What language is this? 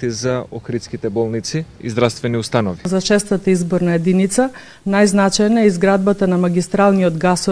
Macedonian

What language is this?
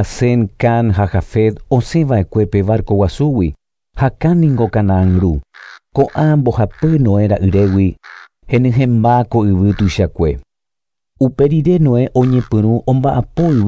Guarani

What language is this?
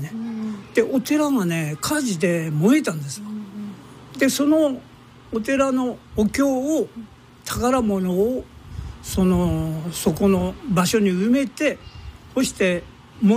Japanese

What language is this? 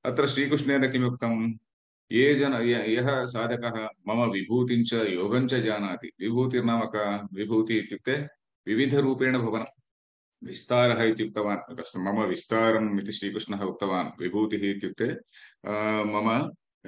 Sanskrit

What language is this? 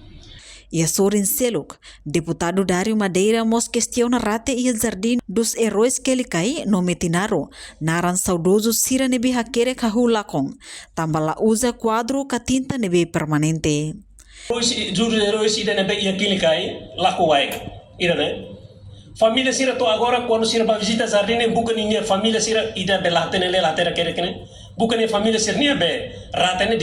Tetum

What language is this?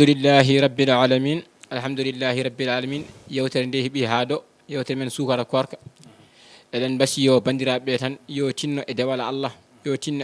Fula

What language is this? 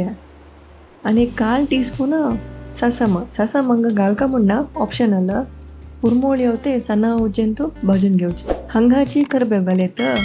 Konkani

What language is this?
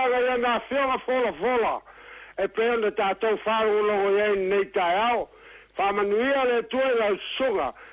Samoan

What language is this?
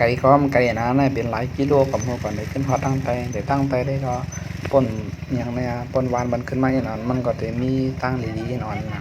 Shan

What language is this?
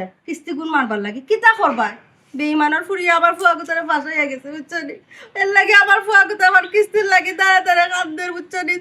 Sylheti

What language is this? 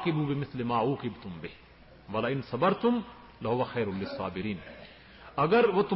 Urdu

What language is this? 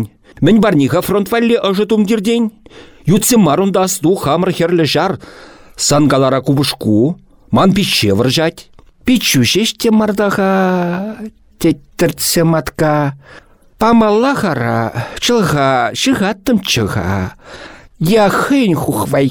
Chuvash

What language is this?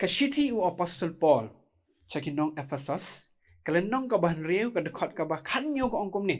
Khasi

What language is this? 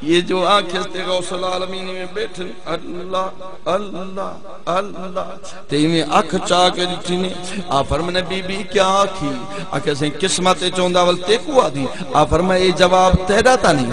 Saraiki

